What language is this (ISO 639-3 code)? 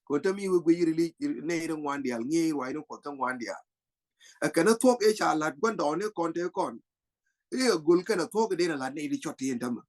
nus